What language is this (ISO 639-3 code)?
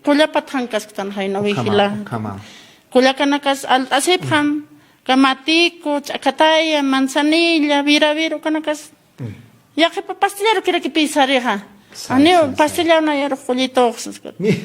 aym